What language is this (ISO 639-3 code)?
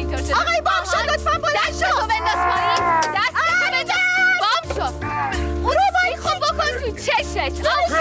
fas